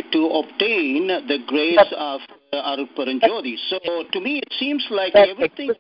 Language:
Tamil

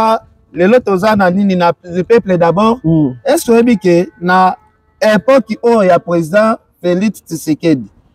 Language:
Lingala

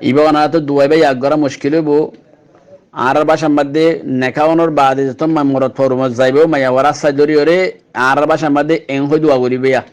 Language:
Rohingya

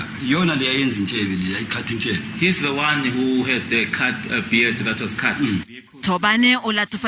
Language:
Northern Sotho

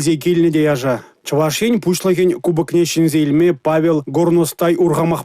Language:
Chuvash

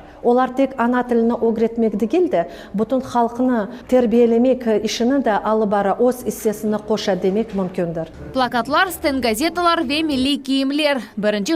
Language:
Crimean Tatar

